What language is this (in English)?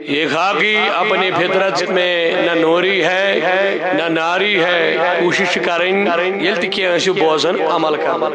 Kashmiri